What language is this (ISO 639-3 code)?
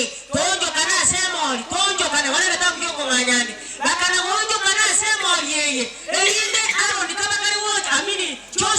guz